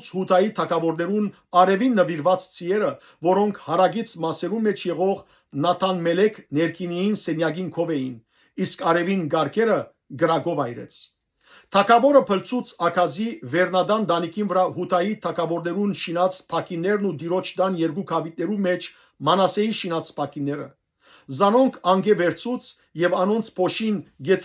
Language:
Western Armenian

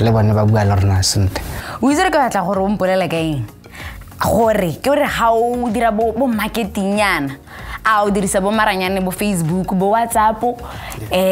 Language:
Tswana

